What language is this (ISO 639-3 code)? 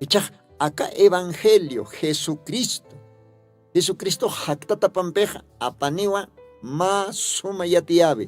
aym